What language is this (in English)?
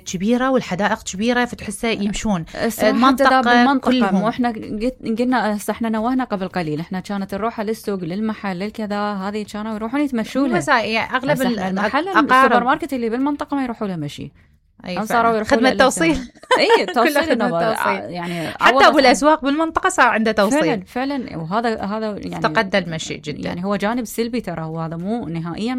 Mesopotamian Arabic